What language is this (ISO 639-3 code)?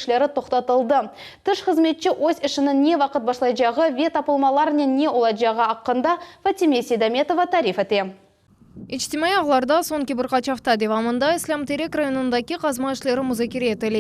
crh